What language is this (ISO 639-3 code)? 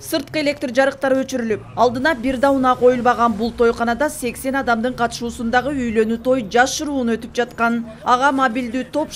kir